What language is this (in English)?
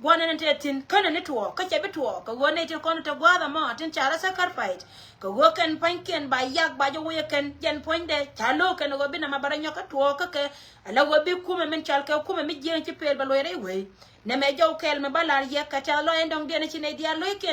Nuer